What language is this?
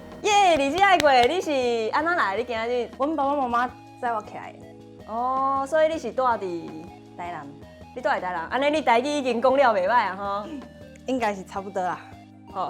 Min Nan Chinese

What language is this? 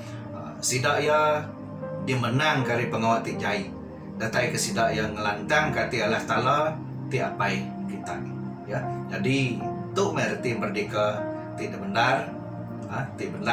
Iban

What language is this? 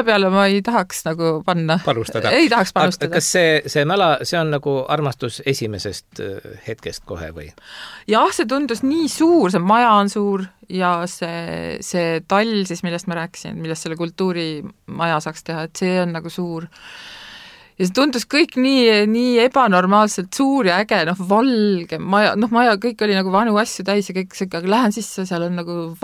Estonian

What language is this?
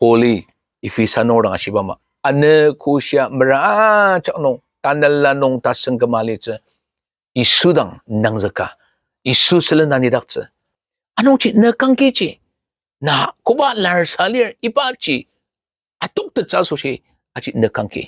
Ao Naga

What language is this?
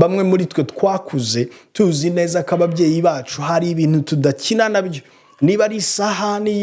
Kinyarwanda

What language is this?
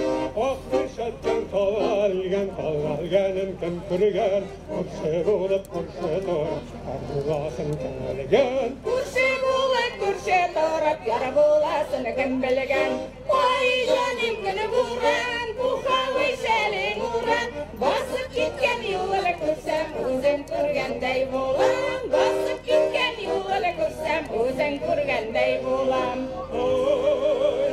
Bashkir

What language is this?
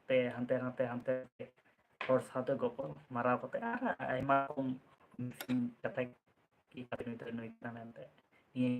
Santali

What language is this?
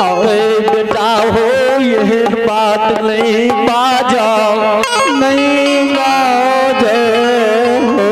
Maithili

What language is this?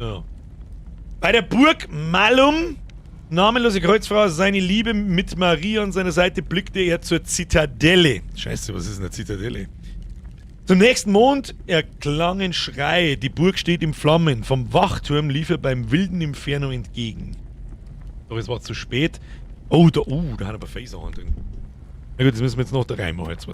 Bavarian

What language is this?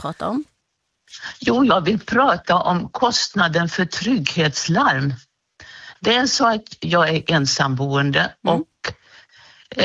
Swedish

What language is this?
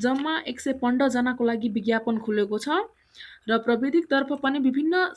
Nepali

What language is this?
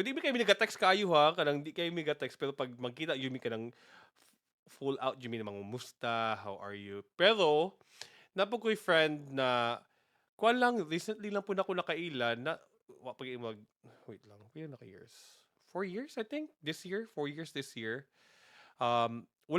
Cebuano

